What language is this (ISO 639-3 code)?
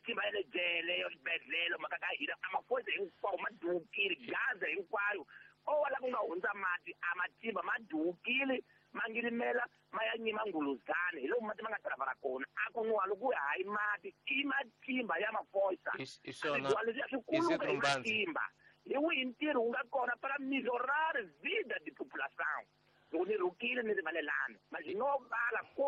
tso